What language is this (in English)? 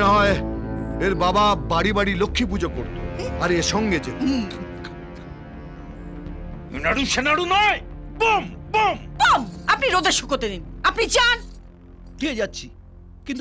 Bangla